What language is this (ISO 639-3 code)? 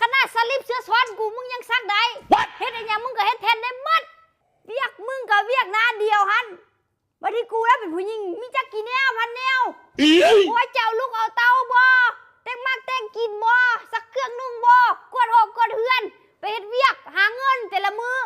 tts